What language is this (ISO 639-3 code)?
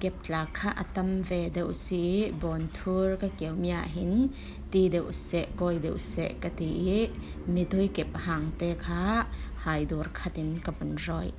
cfm